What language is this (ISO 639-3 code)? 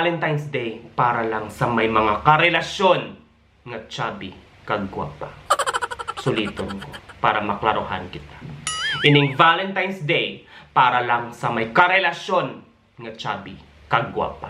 hil